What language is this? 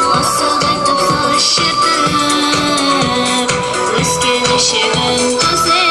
Kara-Kalpak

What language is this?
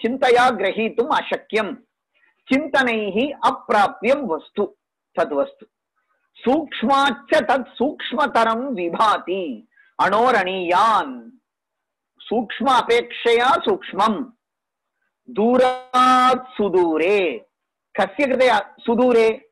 Sanskrit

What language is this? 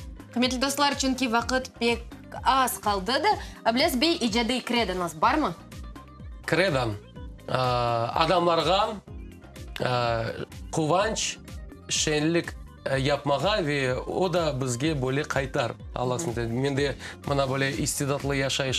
Crimean Tatar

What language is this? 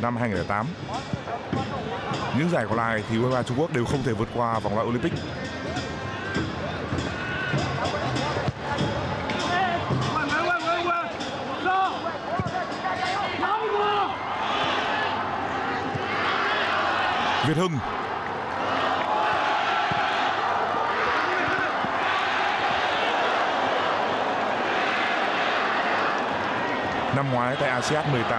Vietnamese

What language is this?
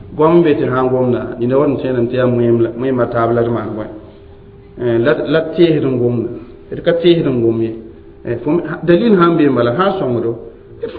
Mossi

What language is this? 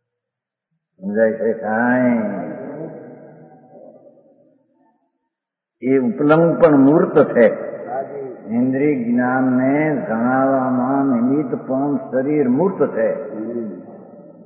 Gujarati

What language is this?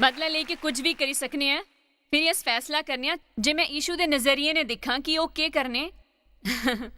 Dogri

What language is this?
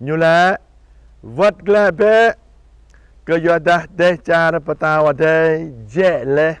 Jarai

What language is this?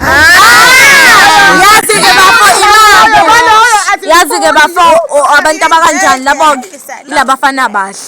Zulu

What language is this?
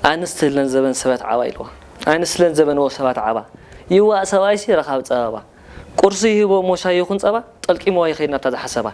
Tigrinya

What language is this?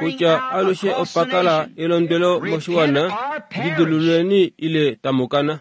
Kuanyama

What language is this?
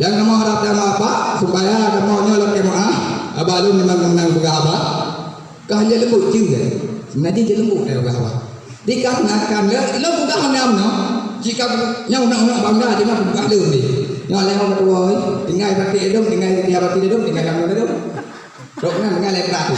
Achinese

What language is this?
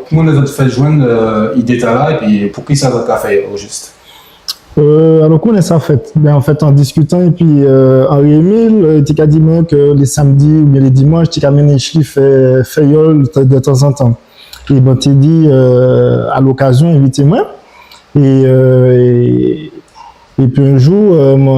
Guadeloupean Creole French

